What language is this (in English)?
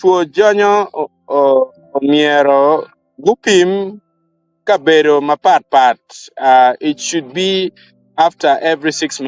Acoli